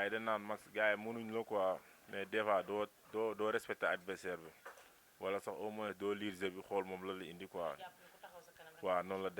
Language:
Wolof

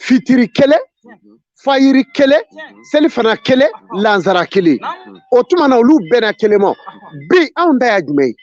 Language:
Bambara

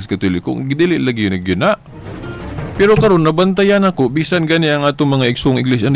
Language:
Cebuano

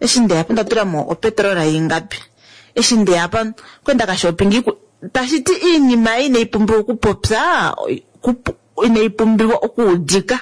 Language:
Kuanyama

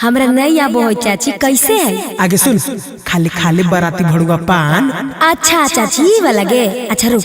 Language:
Magahi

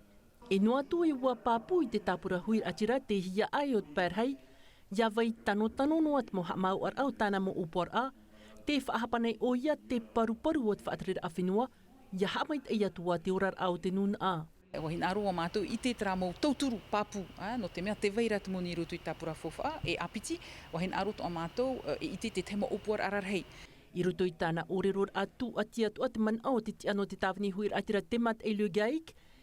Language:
Tahitian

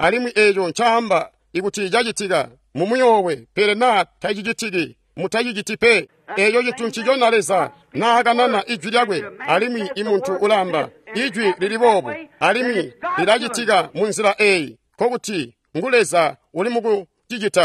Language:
Tonga (Zambia)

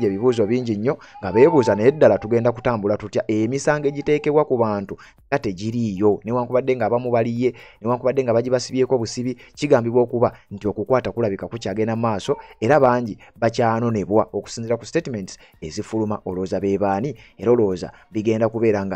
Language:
Ganda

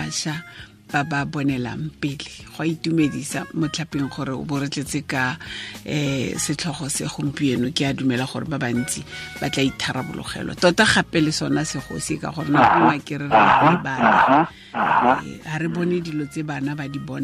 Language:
Tswana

